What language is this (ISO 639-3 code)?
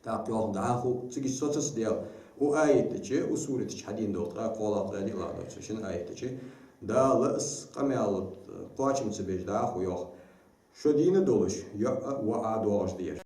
inh